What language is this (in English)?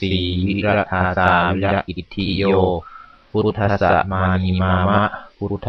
Pali